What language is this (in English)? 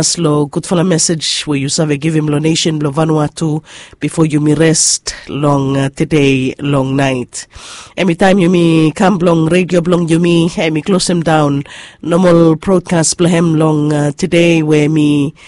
Bislama